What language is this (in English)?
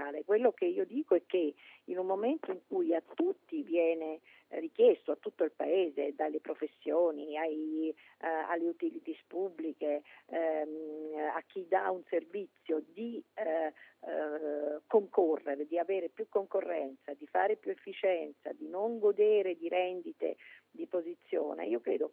Italian